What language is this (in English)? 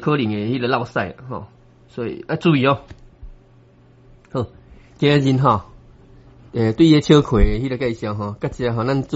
Min Nan Chinese